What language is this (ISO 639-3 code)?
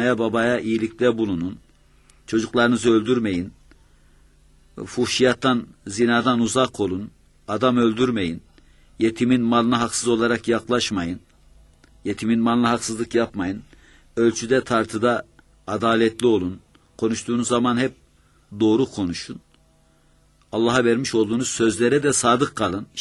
tur